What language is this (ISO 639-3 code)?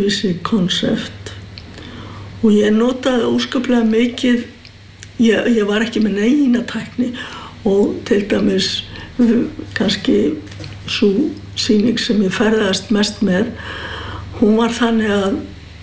isl